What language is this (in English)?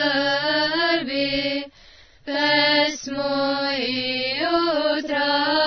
Serbian